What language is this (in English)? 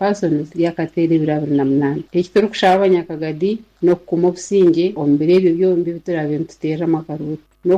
Nyoro